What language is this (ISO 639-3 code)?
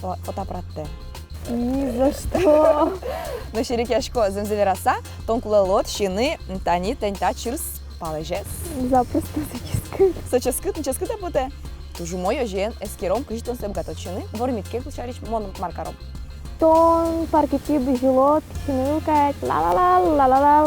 udm